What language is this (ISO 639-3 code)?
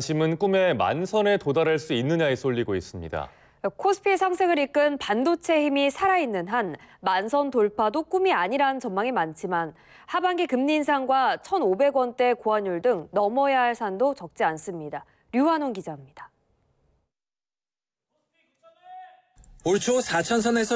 kor